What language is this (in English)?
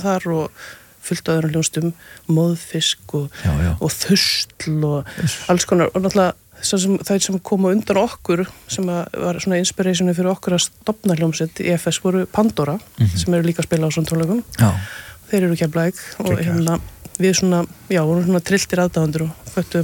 Icelandic